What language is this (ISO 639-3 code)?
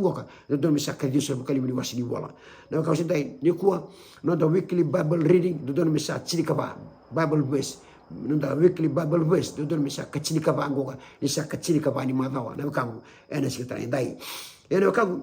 fij